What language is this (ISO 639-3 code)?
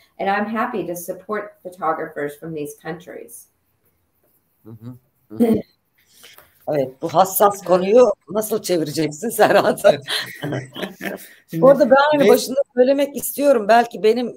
tur